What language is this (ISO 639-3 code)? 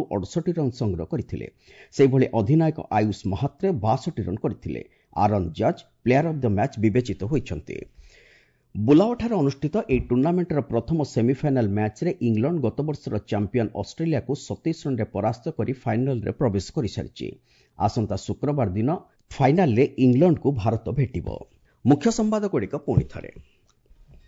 ori